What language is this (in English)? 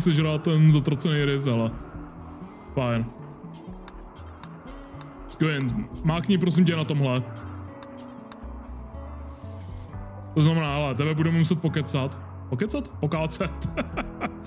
Czech